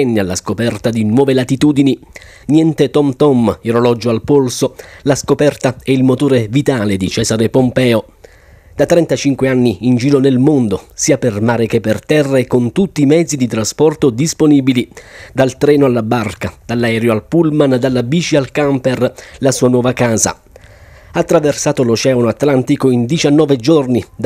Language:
Italian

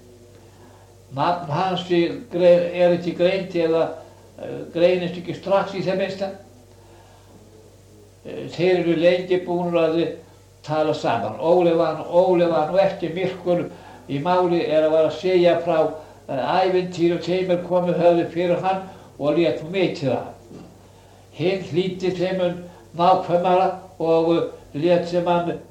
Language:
Icelandic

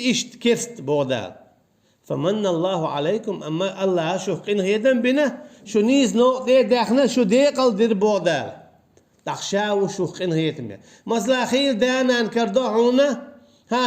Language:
Chechen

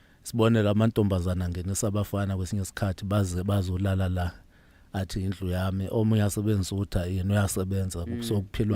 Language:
Zulu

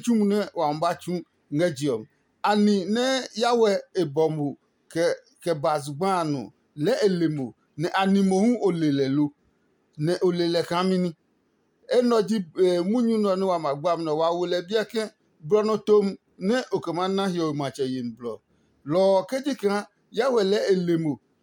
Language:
Adangme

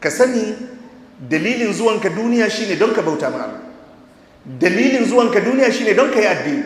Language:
Hausa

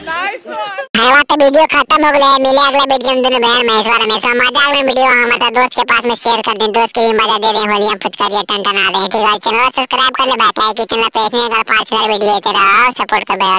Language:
Magahi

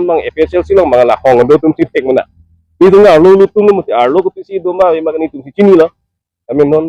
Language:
Karbi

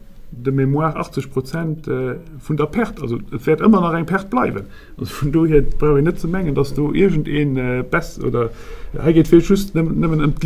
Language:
Luxembourgish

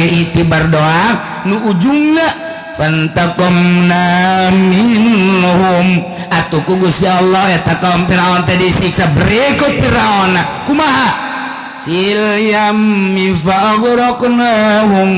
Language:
Sundanese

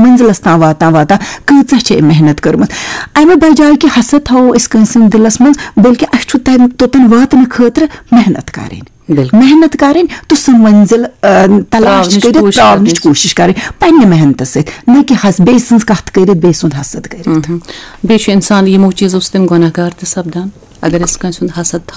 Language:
Kashmiri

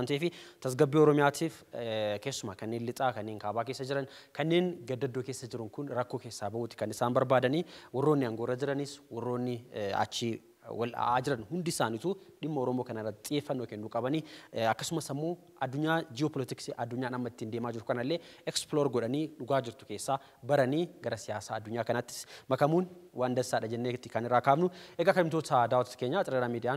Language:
Oromo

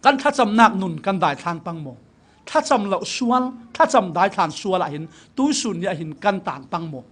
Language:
Falam Chin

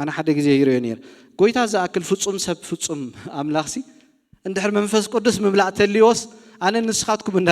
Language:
Tigrinya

